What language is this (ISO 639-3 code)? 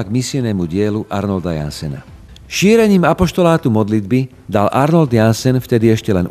slk